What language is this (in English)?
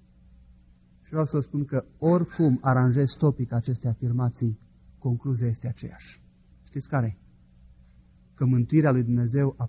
Romanian